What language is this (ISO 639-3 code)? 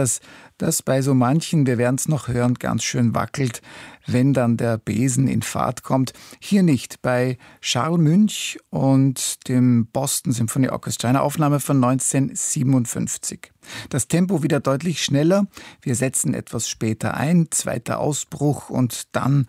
deu